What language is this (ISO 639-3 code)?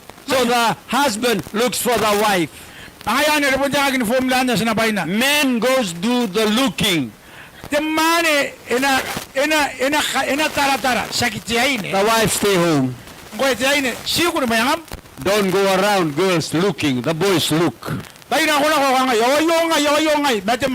gil